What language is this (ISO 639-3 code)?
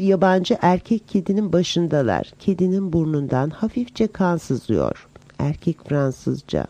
tur